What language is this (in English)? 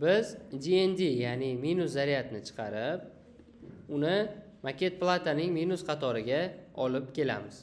Uzbek